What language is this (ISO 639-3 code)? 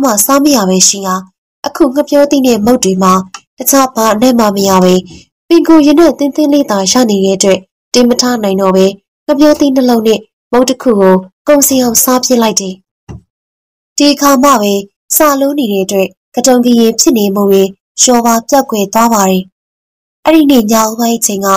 mya